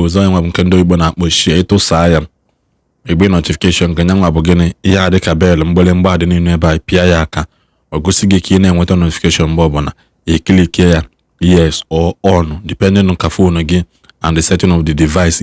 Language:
Igbo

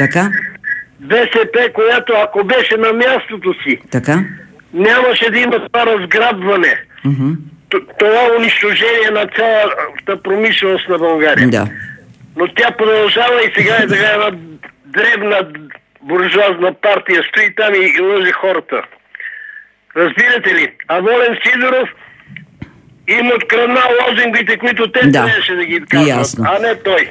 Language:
Bulgarian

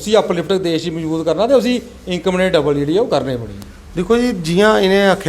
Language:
Dogri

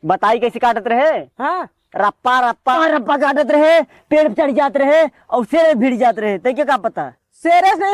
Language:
Awadhi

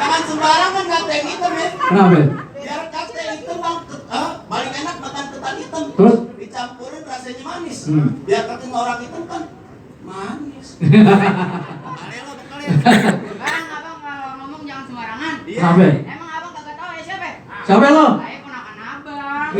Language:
Betawi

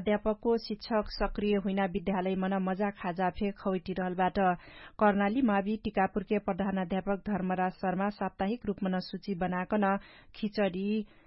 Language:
Dangaura Tharu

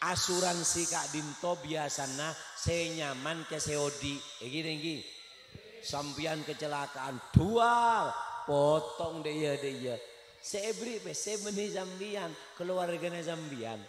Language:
Madurese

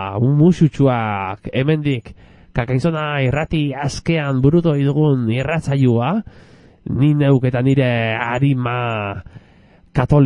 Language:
Basque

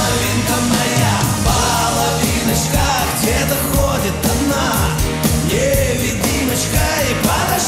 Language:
Russian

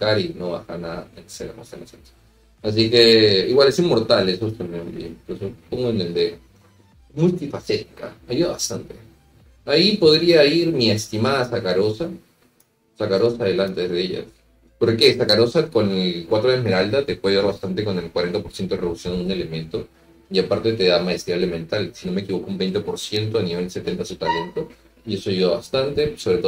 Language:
Spanish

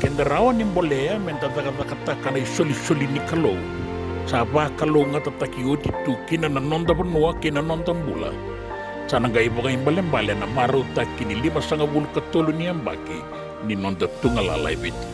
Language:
Fijian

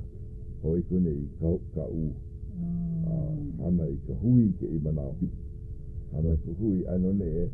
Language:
Hawaiian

